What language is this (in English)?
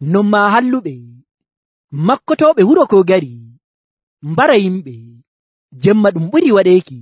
Nigerian Fulfulde